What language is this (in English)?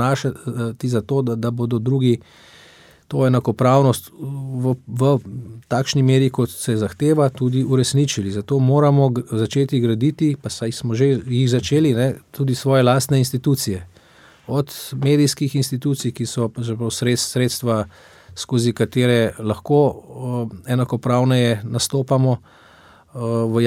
Slovenian